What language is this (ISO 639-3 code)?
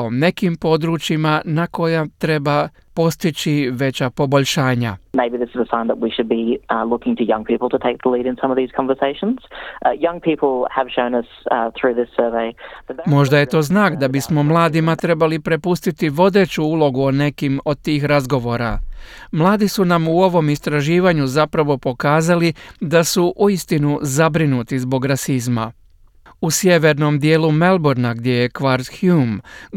hrv